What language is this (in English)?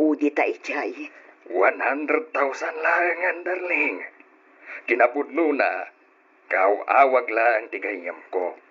Iloko